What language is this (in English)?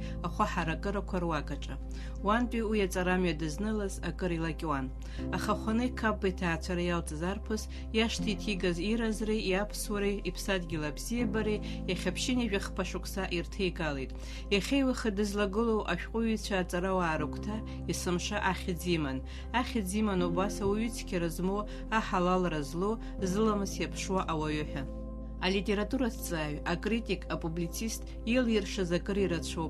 Abkhazian